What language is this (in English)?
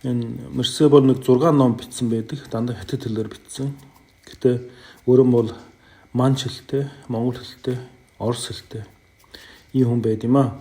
Mongolian